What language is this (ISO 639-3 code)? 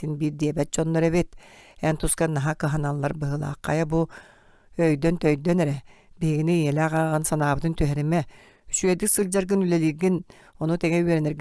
sah